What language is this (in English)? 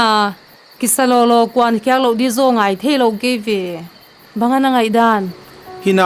Paite Chin